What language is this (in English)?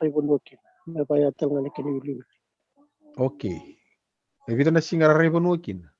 Fijian